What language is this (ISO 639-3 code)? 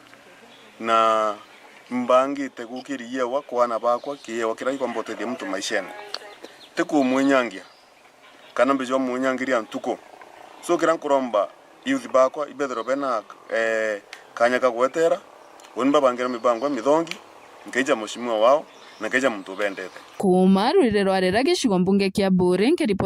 mer